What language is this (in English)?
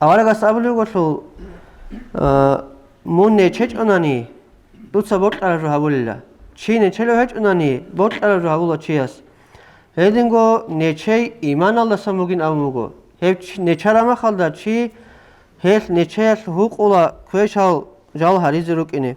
Avaric